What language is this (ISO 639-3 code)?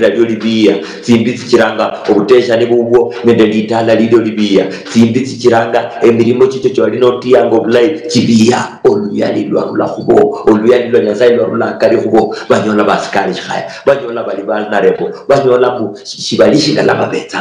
luy